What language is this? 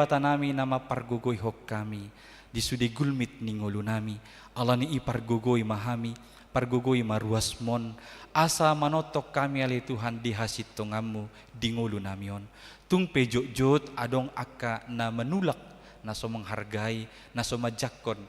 Batak Toba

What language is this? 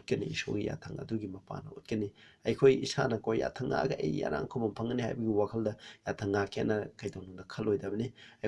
Manipuri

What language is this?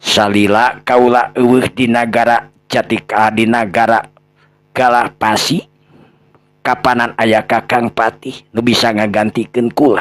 Sundanese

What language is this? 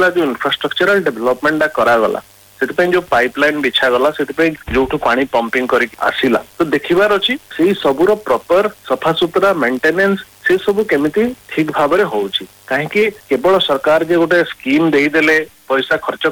Odia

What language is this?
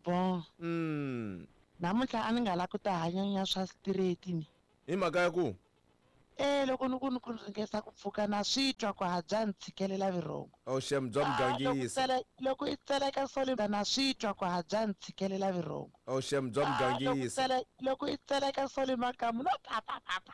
Tsonga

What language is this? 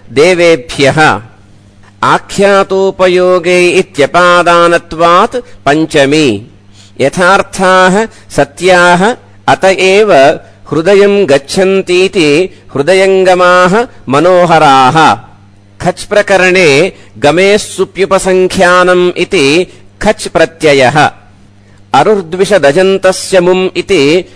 Sanskrit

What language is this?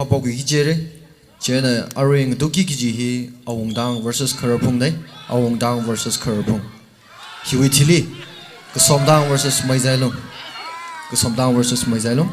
Tangkhul Naga (India)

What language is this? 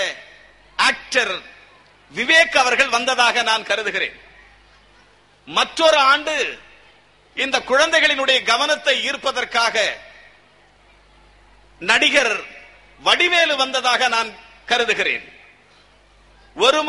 Tamil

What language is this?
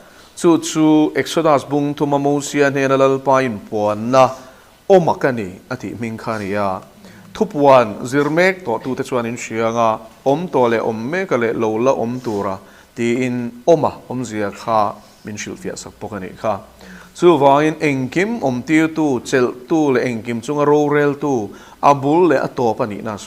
Mizo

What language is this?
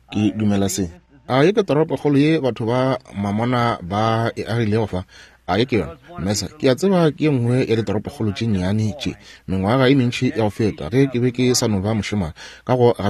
Northern Sotho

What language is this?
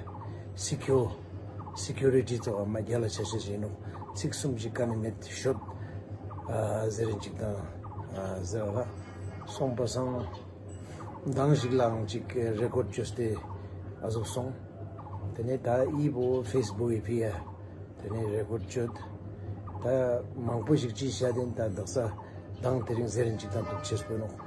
Ladakhi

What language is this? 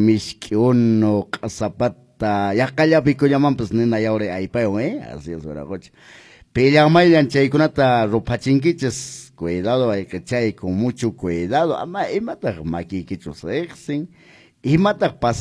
Quechua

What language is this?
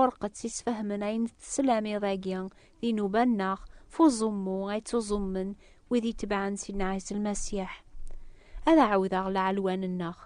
Kabyle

